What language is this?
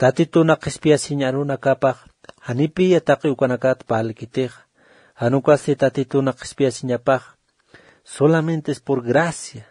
Aymara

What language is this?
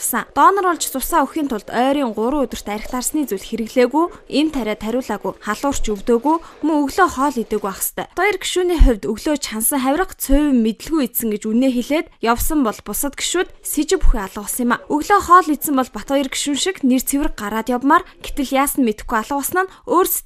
Mongolian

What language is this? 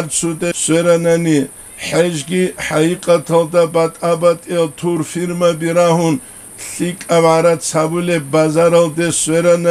Avaric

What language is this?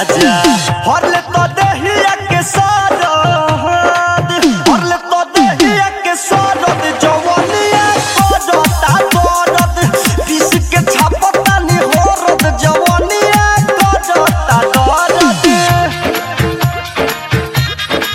Bhojpuri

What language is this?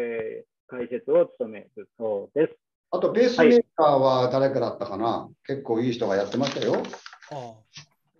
Japanese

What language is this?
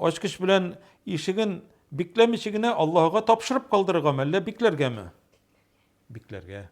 Tatar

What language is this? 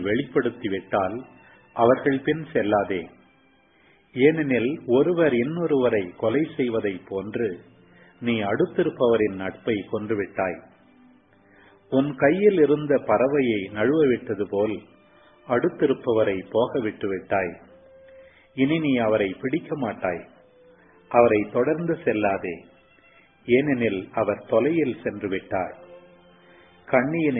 Tamil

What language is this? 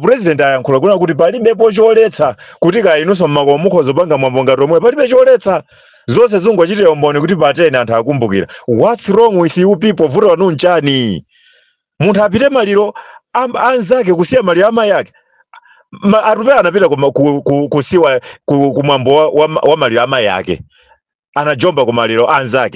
Nyanja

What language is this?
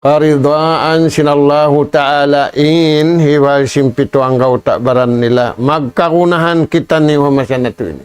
Tausug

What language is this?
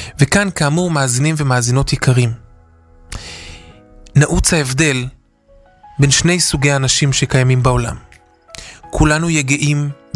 Hebrew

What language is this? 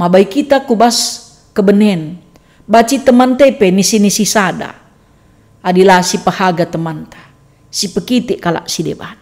Batak Karo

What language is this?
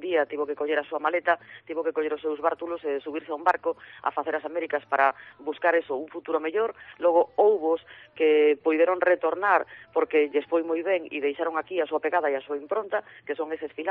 Galician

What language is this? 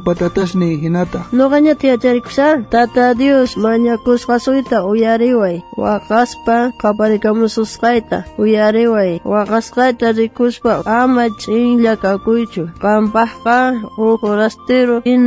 South Bolivian Quechua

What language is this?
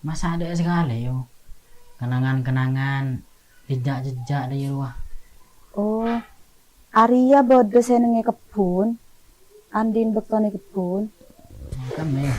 Madurese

